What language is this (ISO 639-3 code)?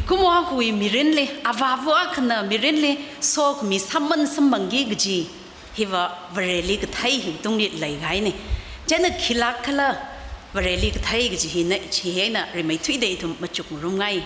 nmf